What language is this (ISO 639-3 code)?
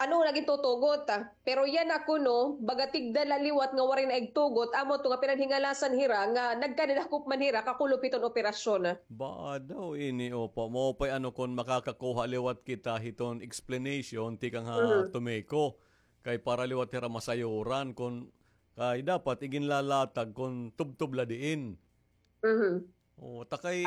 war